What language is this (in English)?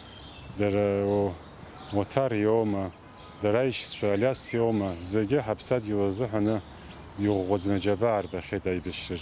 Abkhazian